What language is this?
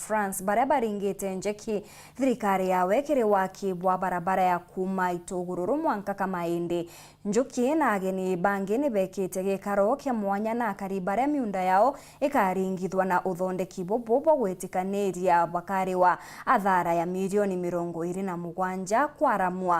Meru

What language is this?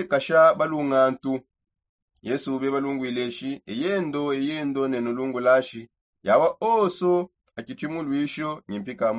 Songe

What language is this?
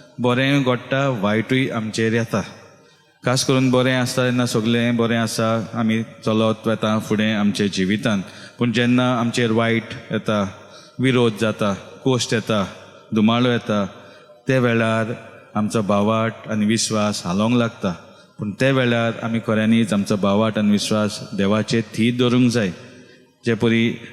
Konkani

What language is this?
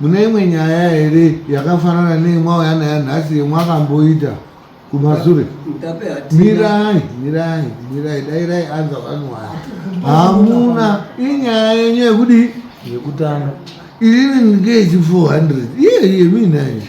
Shona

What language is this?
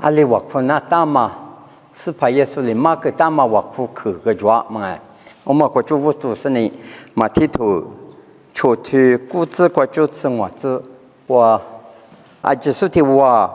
Lisu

